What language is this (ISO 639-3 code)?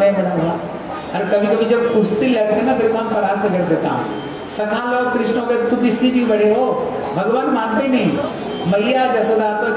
hin